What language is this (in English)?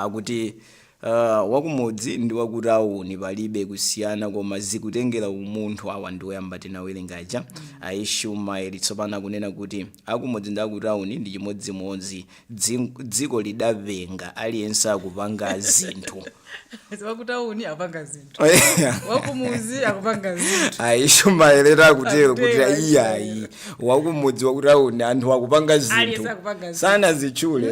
Nyanja